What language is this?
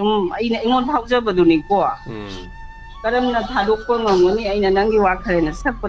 Manipuri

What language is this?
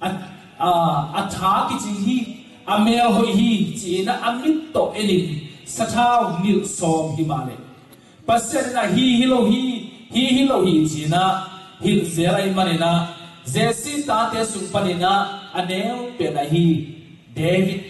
Tedim Chin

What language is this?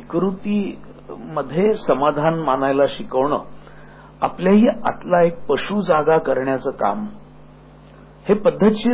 Marathi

